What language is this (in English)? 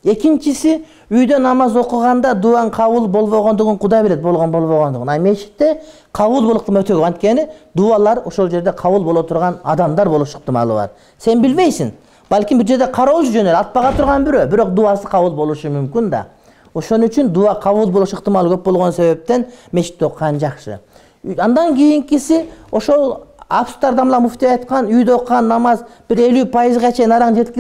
Kyrgyz